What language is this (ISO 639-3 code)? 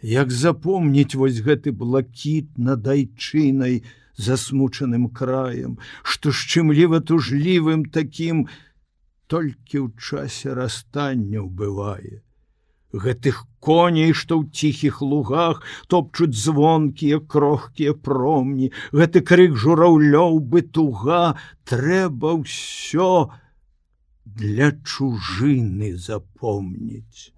bel